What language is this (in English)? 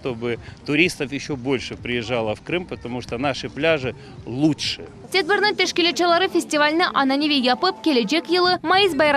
Crimean Tatar